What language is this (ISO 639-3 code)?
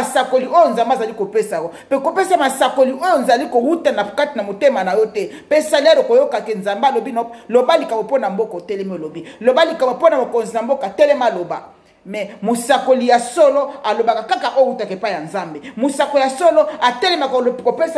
lin